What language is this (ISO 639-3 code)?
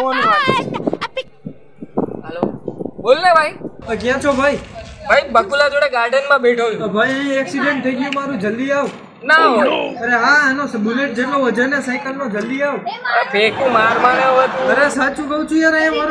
guj